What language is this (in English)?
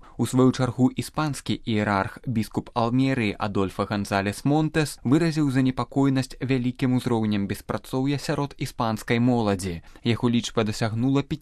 Belarusian